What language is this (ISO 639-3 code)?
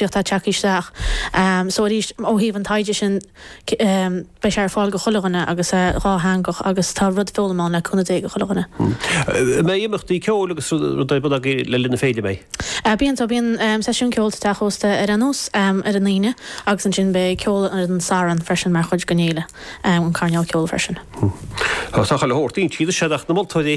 gle